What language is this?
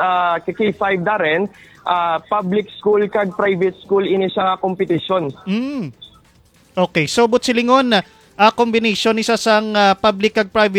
Hiligaynon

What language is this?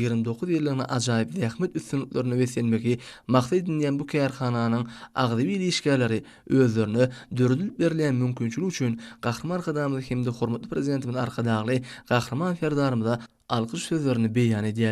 Turkmen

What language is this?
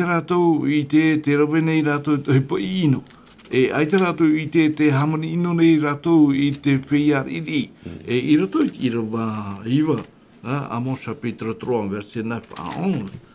Tahitian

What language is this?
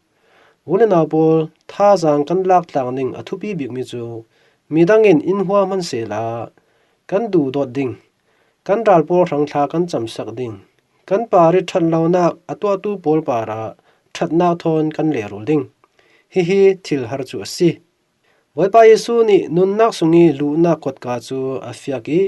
Falam Chin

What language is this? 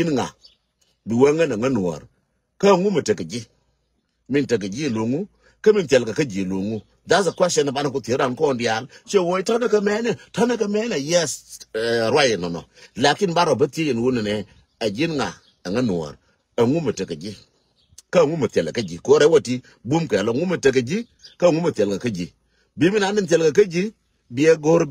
Nuer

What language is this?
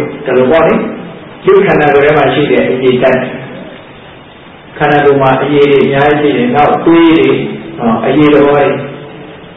Burmese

